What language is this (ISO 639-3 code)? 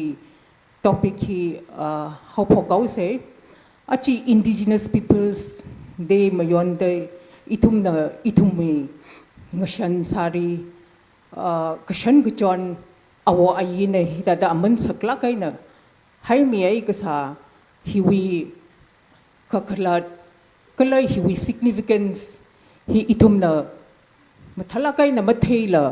nmf